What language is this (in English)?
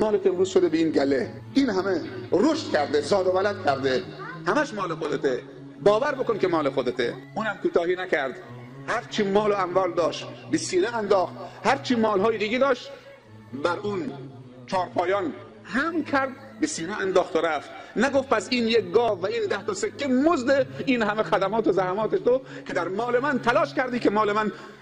Tajik